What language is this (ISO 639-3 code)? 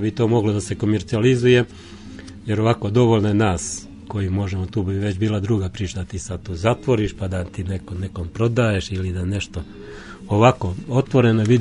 srp